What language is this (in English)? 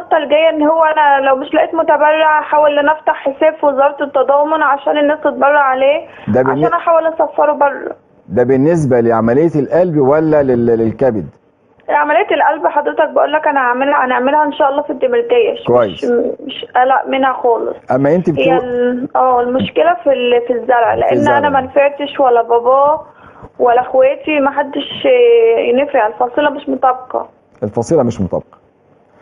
Egyptian Arabic